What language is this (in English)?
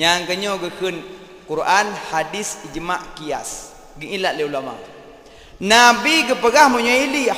Achinese